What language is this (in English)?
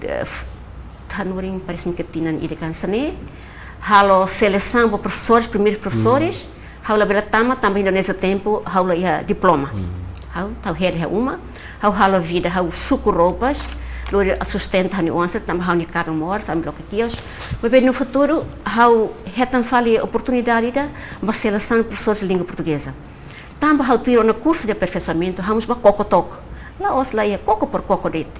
Tetum